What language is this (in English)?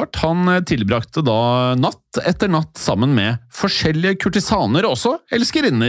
Norwegian